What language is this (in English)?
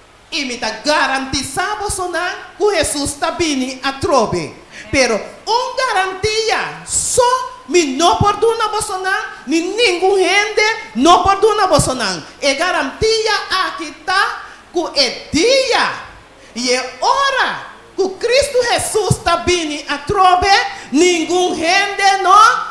Papiamento